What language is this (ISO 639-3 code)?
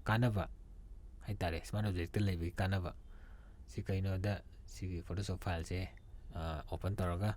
mni